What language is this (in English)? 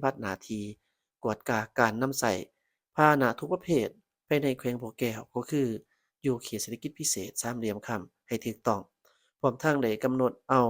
Lao